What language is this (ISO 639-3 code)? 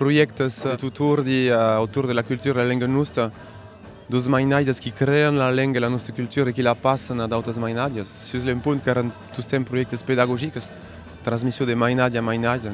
oci